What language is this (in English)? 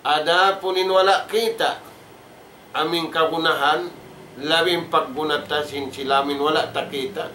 Tausug